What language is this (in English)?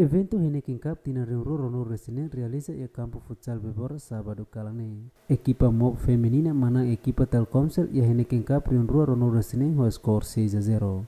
Tetum